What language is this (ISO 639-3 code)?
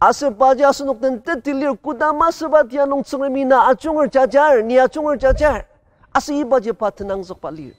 njo